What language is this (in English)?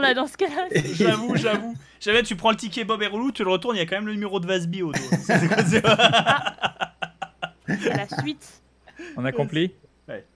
French